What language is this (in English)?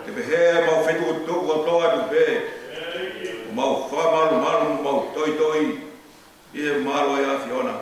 Tongan